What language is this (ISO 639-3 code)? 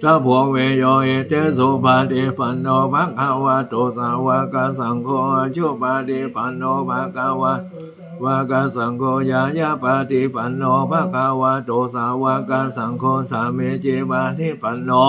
pli